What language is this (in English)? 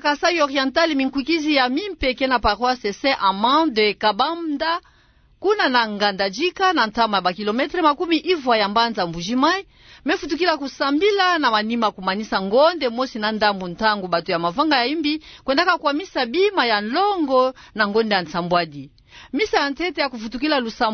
Kituba (Democratic Republic of Congo)